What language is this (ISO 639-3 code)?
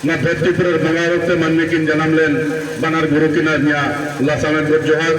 sat